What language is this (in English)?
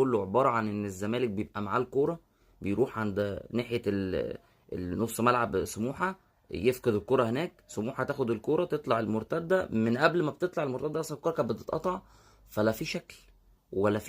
Egyptian Arabic